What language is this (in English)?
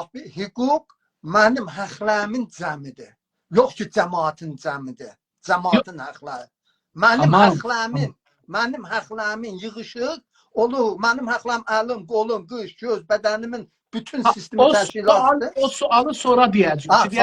South Azerbaijani